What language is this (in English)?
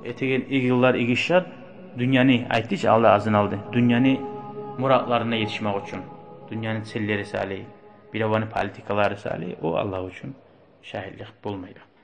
Kumyk